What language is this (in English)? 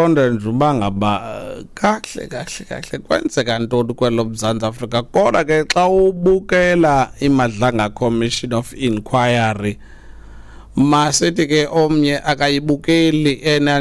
Xhosa